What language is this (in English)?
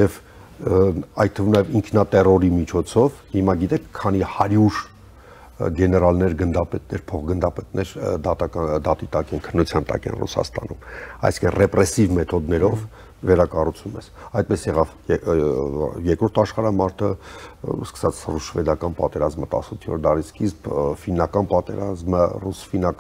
Armenian